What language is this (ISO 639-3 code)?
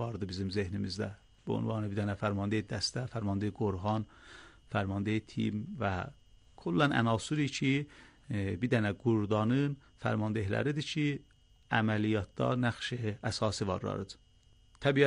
aze